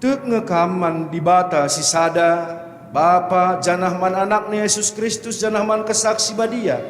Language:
Batak Karo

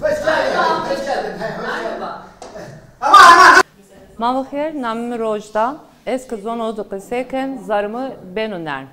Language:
Zaza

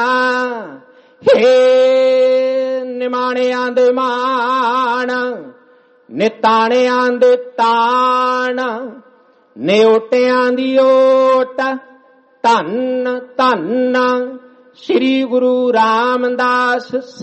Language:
Punjabi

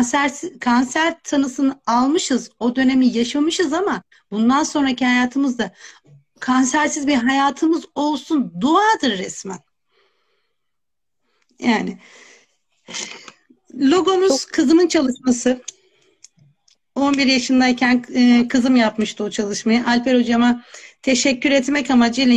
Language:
Turkish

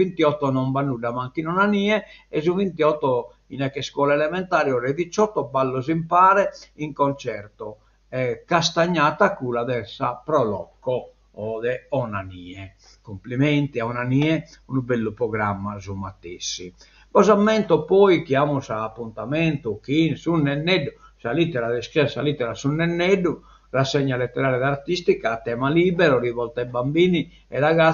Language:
Sardinian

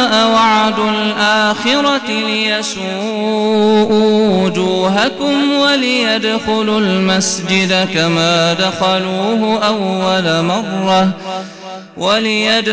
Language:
Arabic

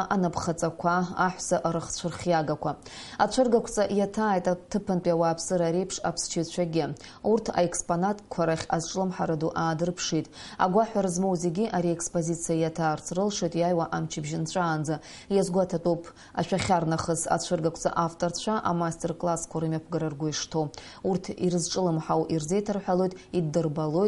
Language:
Abkhazian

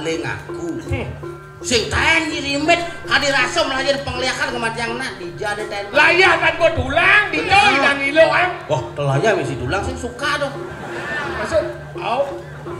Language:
Balinese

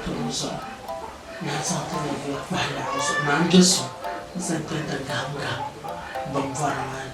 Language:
Dagbani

